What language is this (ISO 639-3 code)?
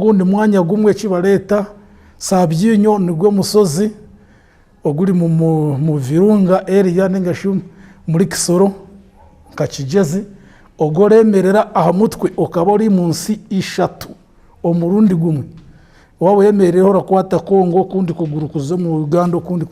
nyn